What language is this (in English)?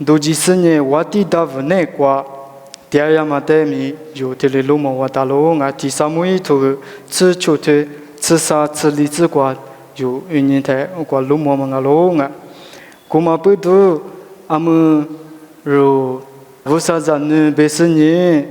Lisu